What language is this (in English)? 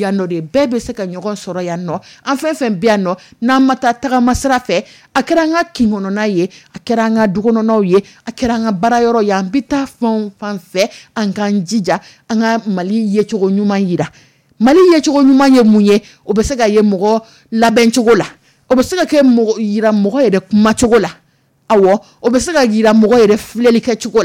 Dyula